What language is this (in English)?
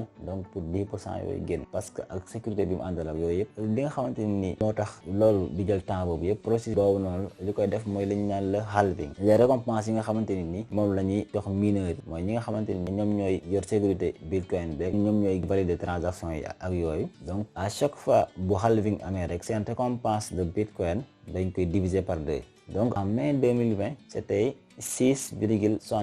Wolof